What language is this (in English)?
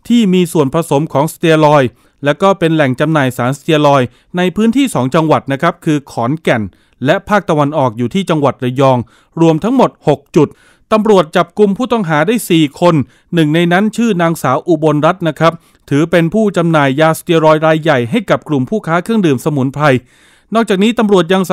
Thai